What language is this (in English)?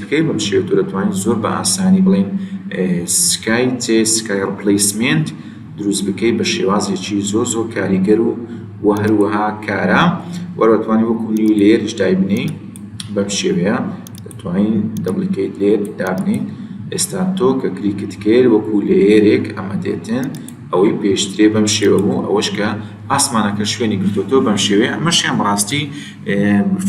Central Kurdish